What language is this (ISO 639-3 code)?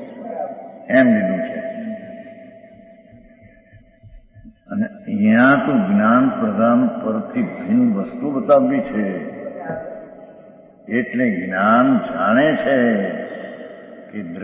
guj